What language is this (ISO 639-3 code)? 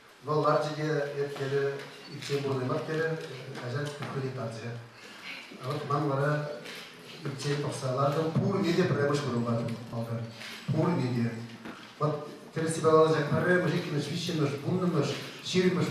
chv